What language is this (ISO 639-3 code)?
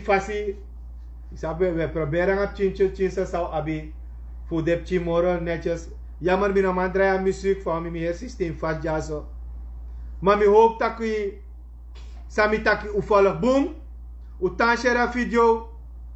srn